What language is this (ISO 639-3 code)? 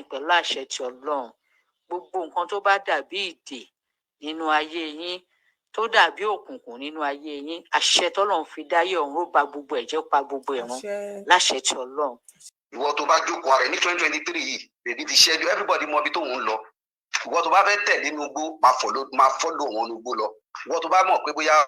yor